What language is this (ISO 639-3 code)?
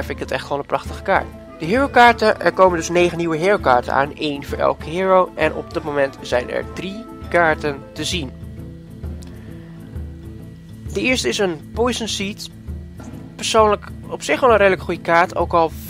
nld